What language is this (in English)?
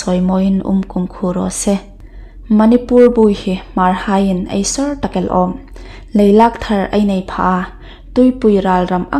Hmar